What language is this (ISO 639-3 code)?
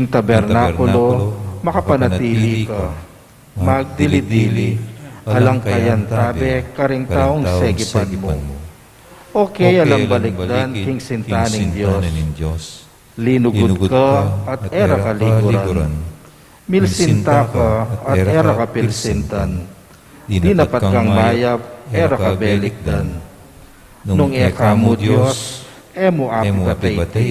pam